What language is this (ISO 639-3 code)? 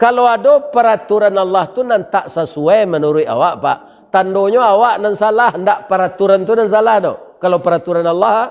min